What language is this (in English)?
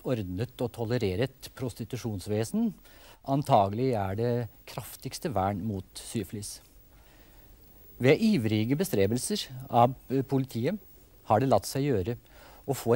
Norwegian